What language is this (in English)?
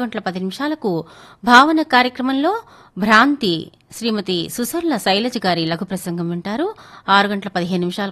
Telugu